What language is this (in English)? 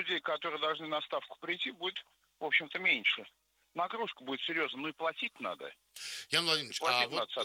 Russian